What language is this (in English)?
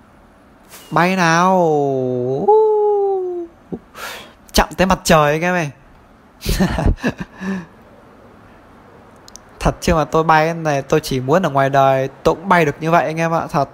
Vietnamese